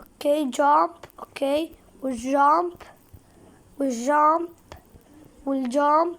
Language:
Egyptian Arabic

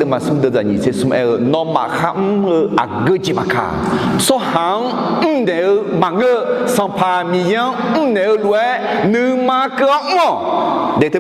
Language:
Akha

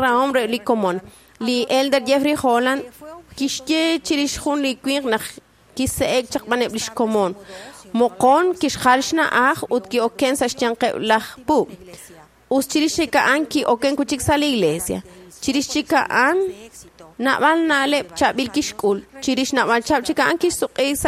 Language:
Kekchí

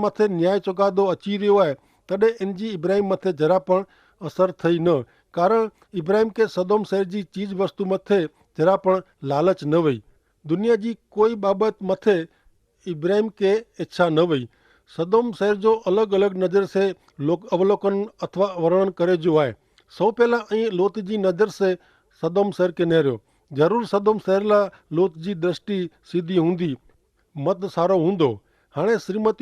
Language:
Kachhi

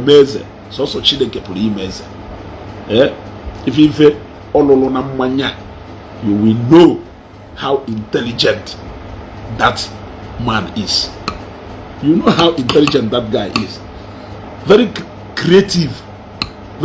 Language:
Igbo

